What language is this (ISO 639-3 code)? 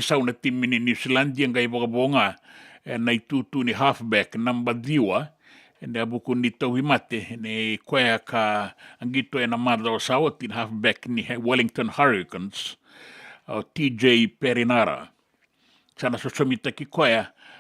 fij